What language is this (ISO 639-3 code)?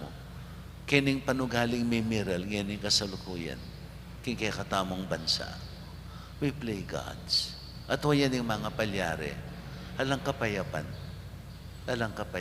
pam